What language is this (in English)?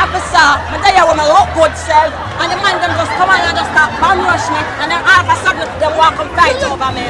Jamaican Creole English